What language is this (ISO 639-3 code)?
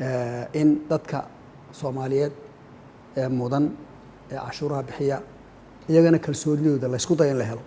som